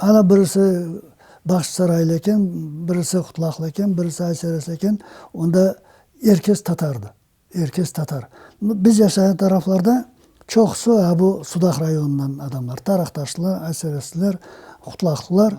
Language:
Crimean Tatar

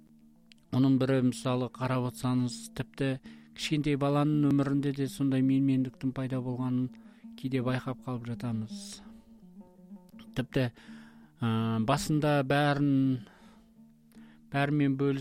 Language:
Kazakh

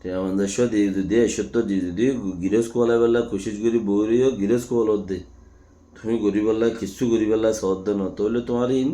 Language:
Rohingya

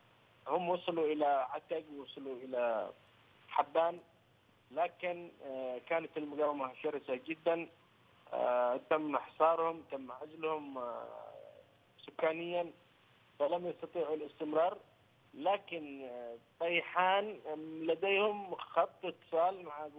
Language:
Arabic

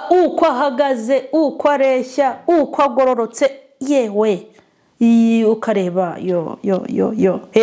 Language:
Kinyarwanda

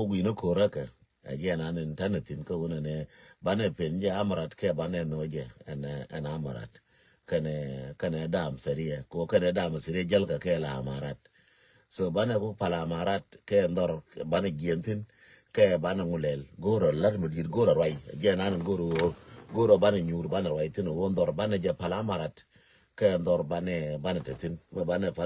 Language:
Nuer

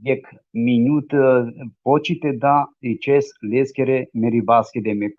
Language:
Balkan Romani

